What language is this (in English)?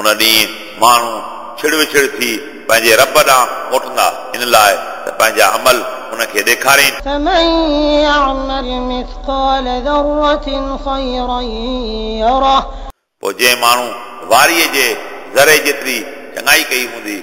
Sindhi